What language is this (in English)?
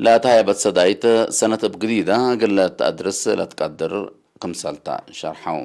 Tigre